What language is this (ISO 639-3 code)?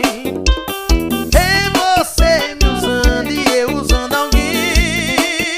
por